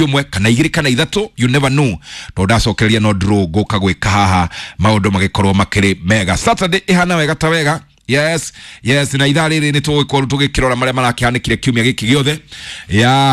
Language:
Kikuyu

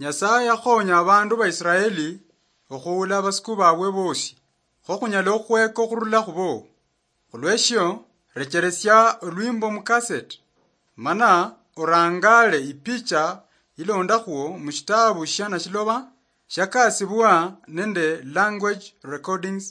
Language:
Luyia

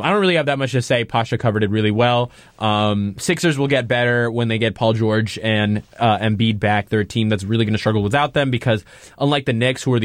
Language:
English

